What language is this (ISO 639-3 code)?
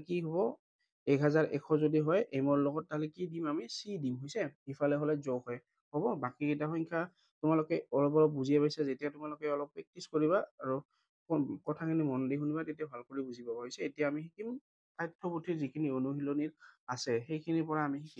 asm